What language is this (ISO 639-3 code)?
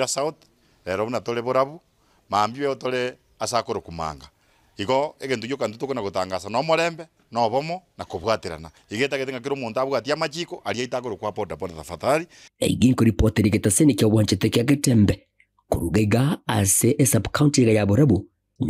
guz